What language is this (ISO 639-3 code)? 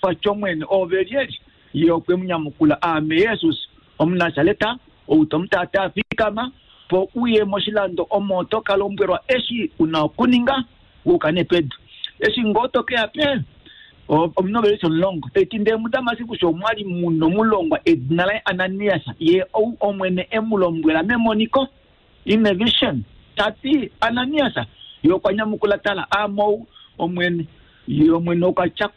kua